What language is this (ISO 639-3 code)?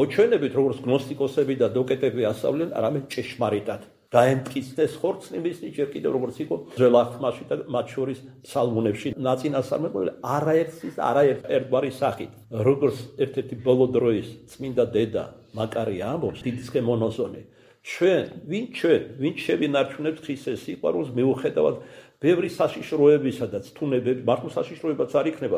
kat